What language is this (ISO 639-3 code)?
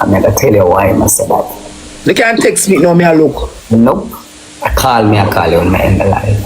jam